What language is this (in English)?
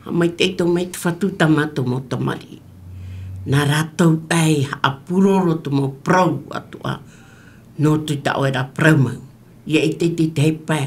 Tahitian